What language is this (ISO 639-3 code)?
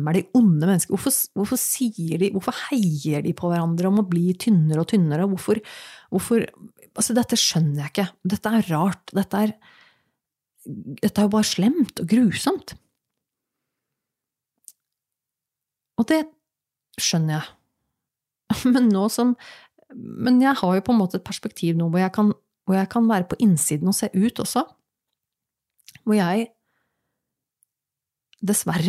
nor